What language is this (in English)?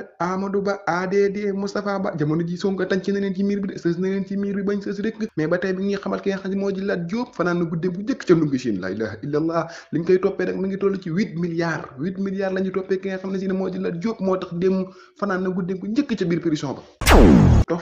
Wolof